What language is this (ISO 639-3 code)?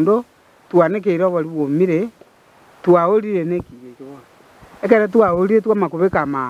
guz